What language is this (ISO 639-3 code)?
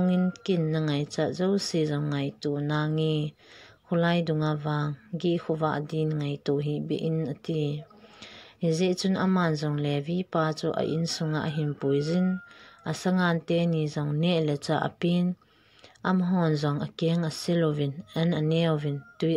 tcz